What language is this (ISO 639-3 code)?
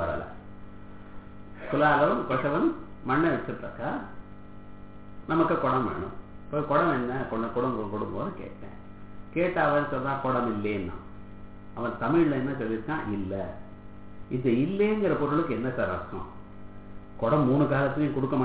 tam